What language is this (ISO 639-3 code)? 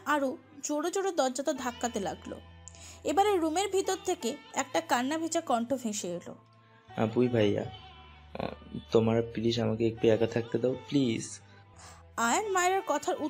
ben